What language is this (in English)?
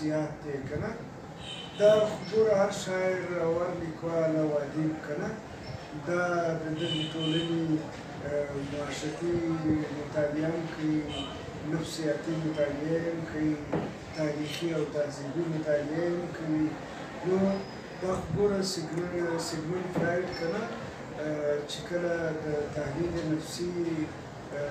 Pashto